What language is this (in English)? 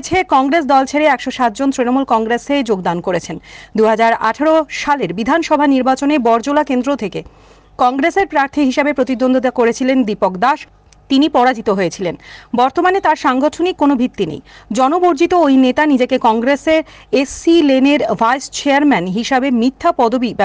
Bangla